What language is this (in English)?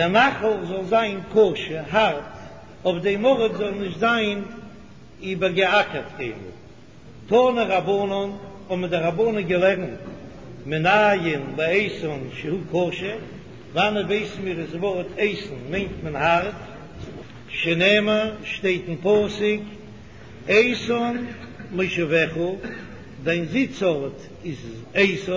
Yiddish